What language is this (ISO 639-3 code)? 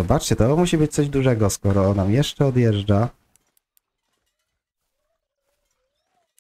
pol